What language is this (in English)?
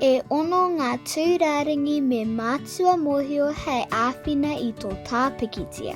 Māori